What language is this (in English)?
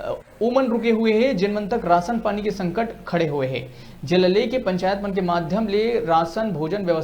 Chhattisgarhi